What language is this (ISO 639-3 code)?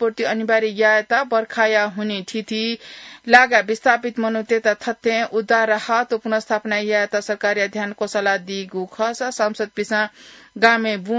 new